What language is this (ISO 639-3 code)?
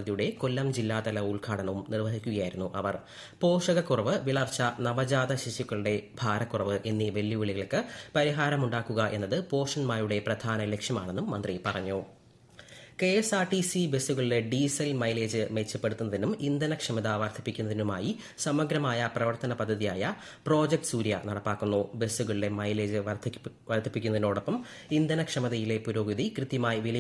mal